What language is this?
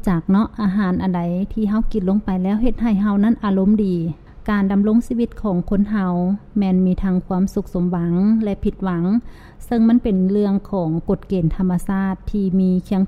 Lao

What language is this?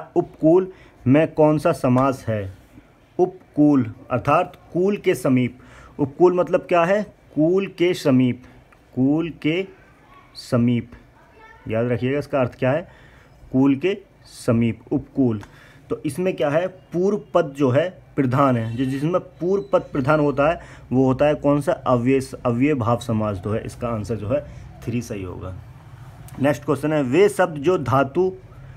Hindi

